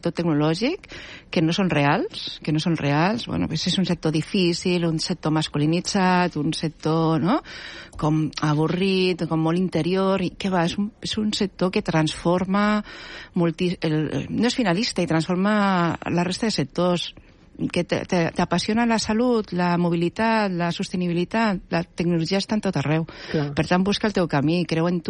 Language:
Catalan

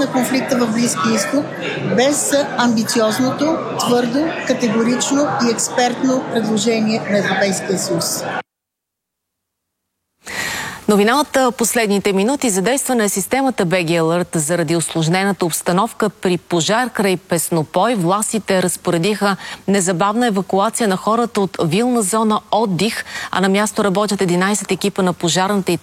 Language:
Bulgarian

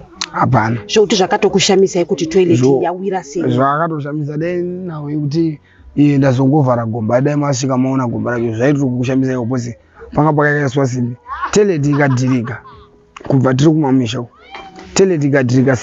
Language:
Shona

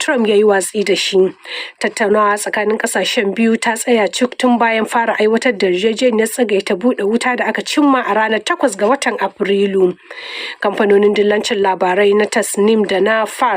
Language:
Hausa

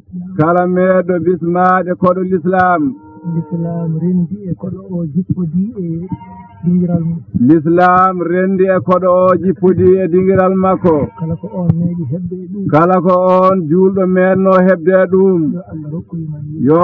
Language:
Fula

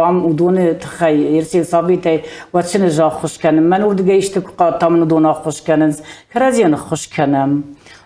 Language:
Ossetic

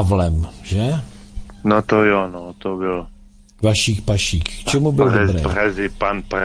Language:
Czech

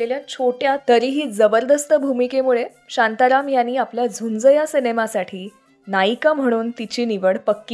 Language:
Marathi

